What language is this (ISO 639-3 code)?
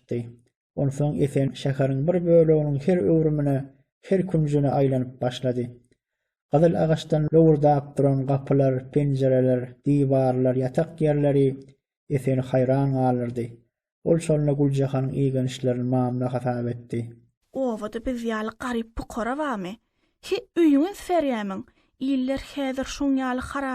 tuk